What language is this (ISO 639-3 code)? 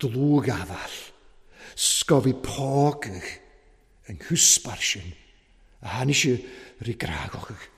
cym